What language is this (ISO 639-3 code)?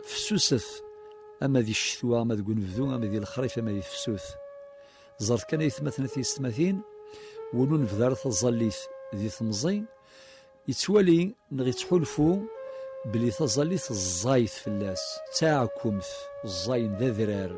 kab